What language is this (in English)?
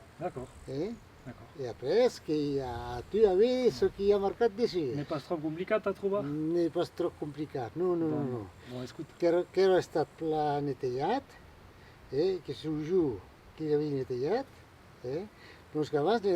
Occitan